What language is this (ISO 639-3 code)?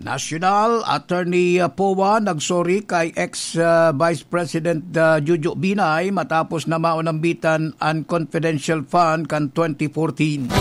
bik